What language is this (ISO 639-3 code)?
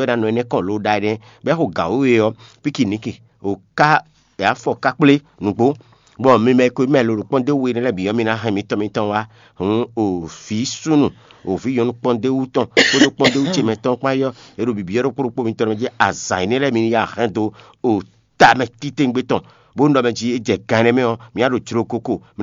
fon